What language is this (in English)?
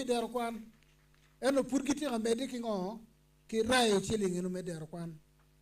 Acoli